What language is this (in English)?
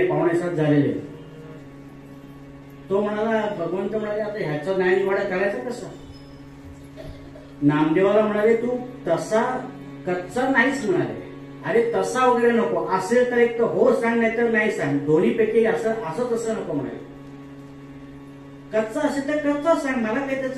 Marathi